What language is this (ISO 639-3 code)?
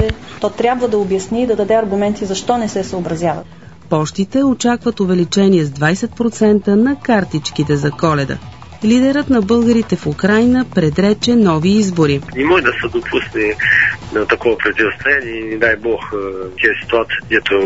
bul